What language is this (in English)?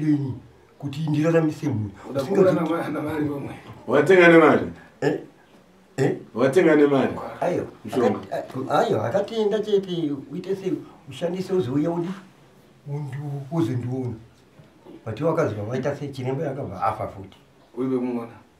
Shona